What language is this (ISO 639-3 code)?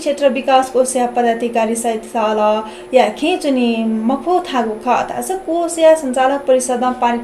new